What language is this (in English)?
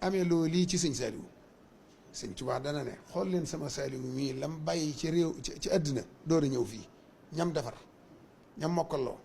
Wolof